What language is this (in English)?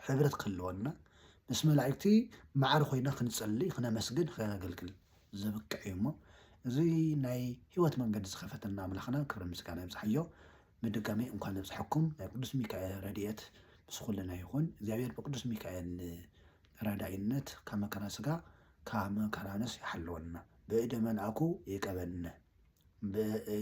Tigrinya